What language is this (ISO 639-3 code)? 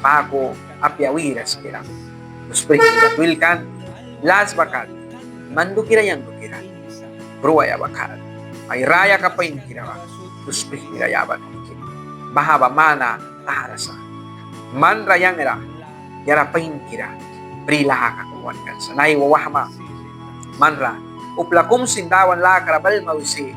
miq